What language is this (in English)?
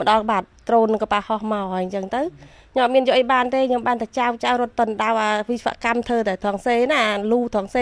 Khmer